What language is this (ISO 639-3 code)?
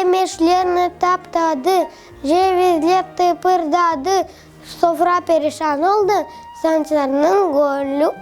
crh